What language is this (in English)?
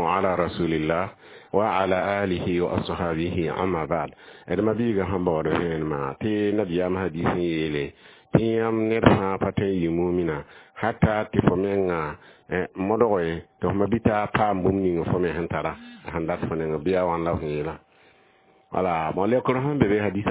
Mossi